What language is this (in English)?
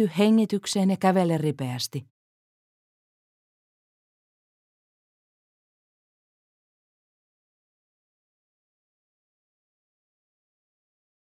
Finnish